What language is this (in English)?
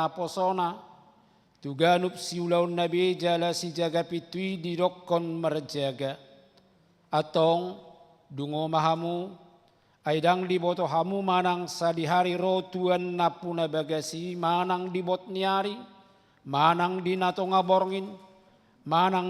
Batak Toba